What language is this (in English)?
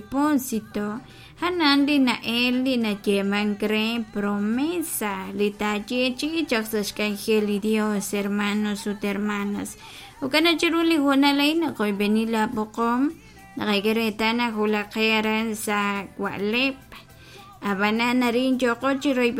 Kekchí